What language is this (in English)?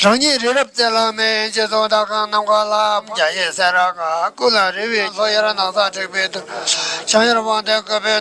Tibetan